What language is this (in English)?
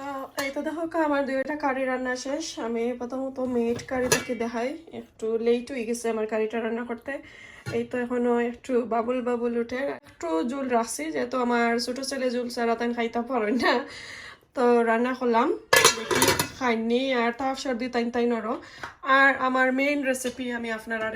Sylheti